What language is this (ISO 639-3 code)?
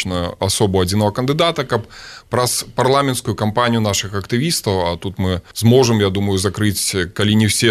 bel